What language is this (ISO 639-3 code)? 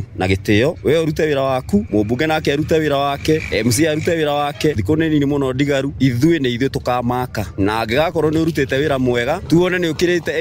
kik